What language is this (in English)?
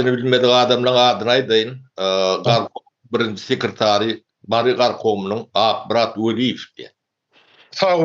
Turkmen